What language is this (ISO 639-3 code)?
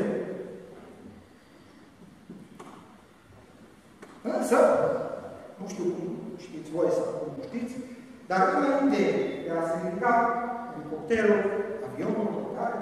ron